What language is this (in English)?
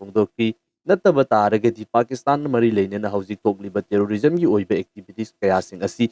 Manipuri